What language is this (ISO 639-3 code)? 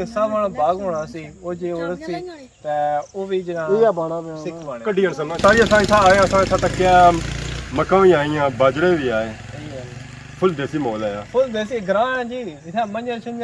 phr